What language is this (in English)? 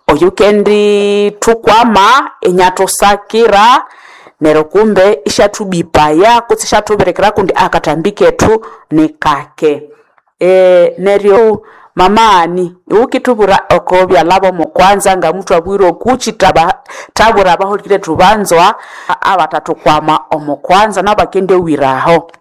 Nande